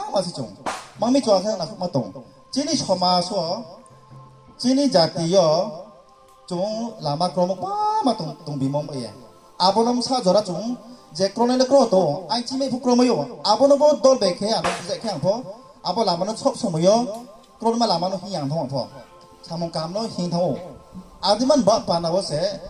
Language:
Riang (India)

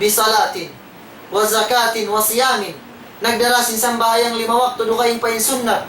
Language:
Tausug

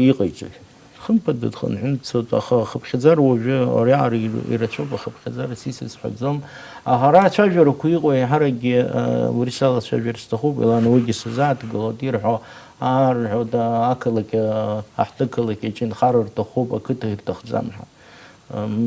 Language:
Abkhazian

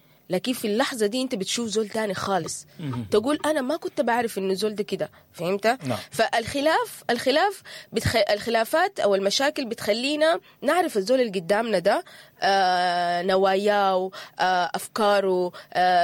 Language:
Sudanese Arabic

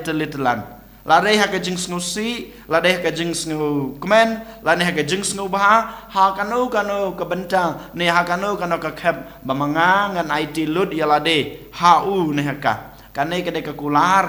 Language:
Khasi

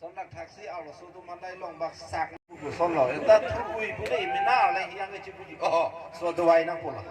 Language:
Karbi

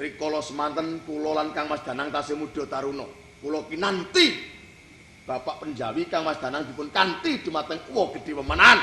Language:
Javanese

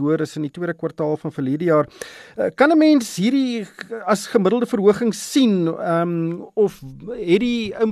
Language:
Afrikaans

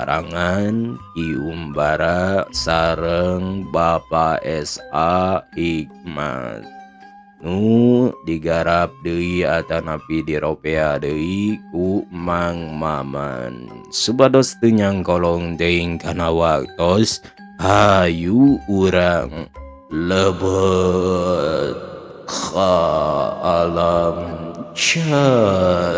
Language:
Sundanese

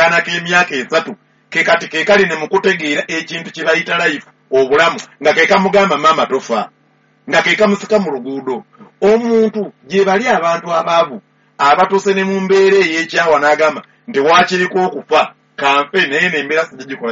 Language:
Ganda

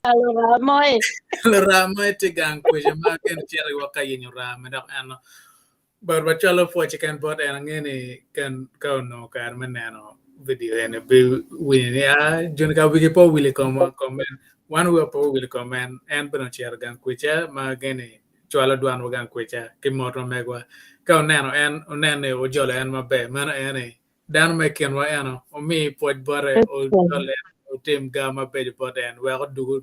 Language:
Acoli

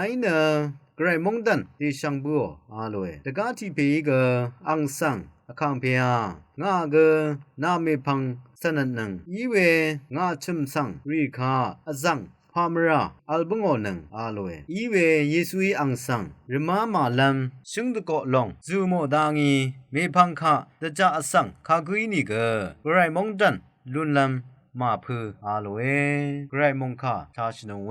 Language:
Rawang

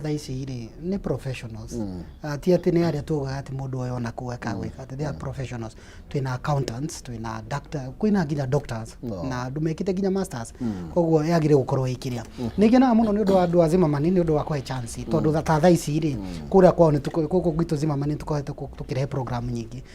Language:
Kikuyu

